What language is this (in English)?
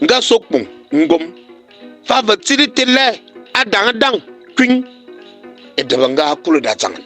Fang